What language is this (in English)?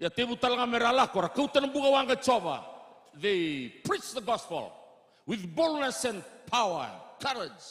Fijian